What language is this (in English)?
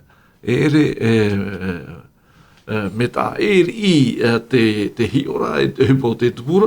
Tahitian